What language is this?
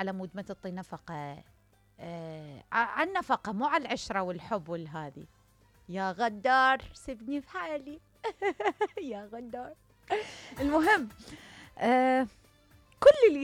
Mesopotamian Arabic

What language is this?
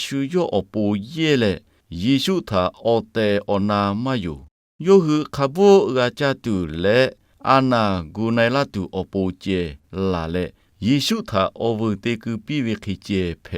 Lahu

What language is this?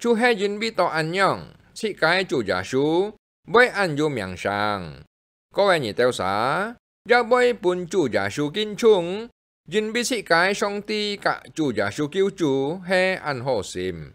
Hakka Chinese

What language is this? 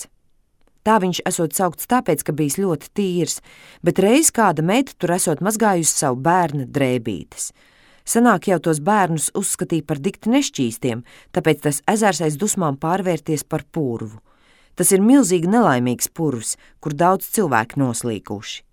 Latvian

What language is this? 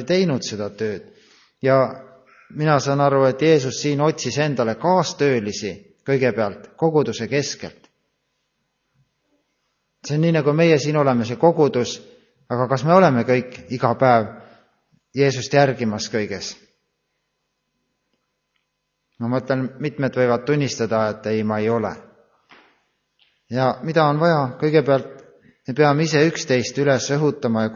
Estonian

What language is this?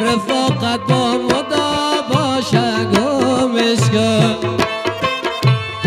Persian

